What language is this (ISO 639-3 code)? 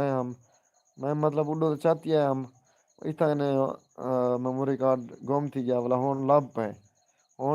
skr